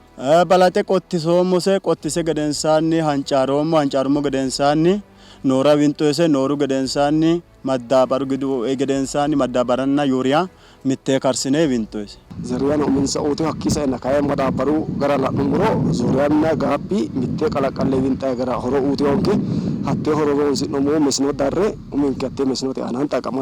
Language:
Sidamo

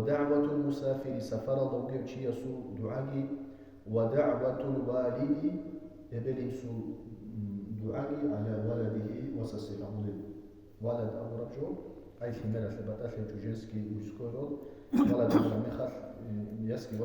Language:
Avaric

